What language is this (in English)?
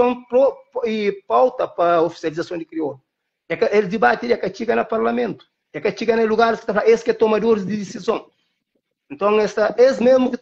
Kabuverdianu